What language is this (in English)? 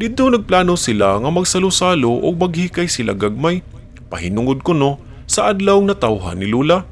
Cebuano